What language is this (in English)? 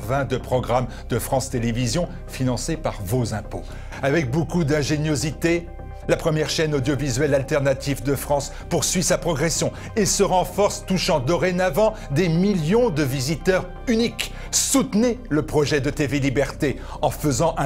French